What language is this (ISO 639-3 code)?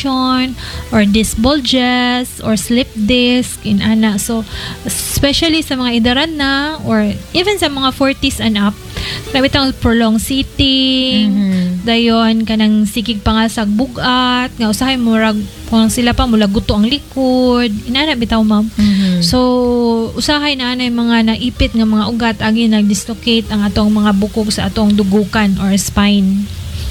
ceb